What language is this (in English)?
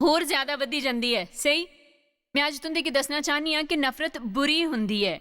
Dogri